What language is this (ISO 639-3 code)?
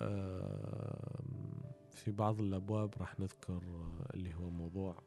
afb